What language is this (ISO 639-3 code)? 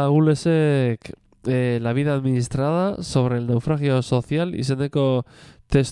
eus